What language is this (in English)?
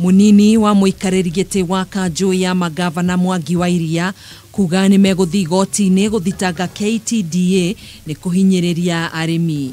Kikuyu